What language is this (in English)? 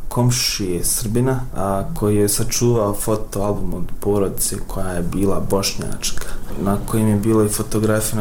Bosnian